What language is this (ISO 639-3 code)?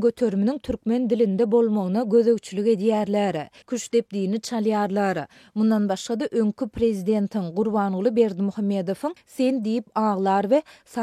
tuk